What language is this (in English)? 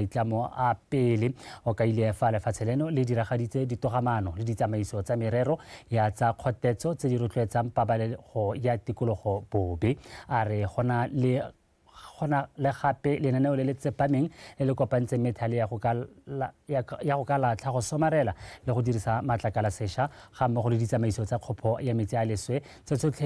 Tswana